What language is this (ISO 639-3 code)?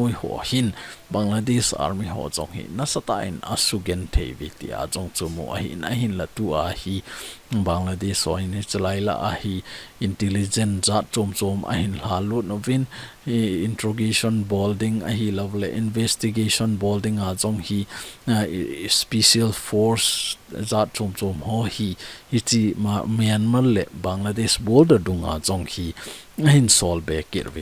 tcz